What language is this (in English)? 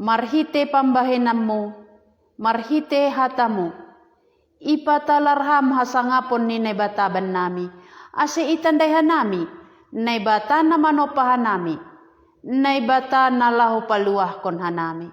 Batak Simalungun